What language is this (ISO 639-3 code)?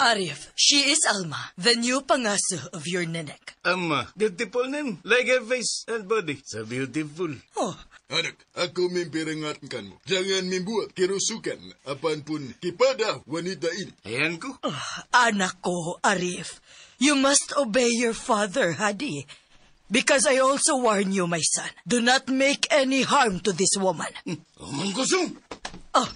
ceb